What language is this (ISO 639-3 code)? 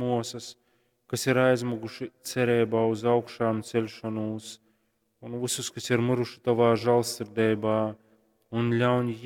ltg